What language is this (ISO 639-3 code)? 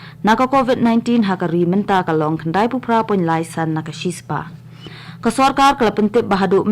kha